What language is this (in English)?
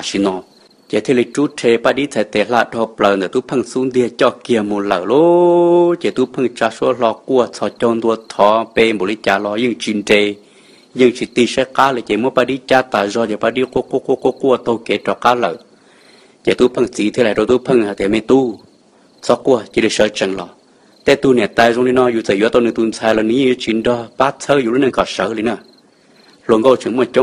Hmong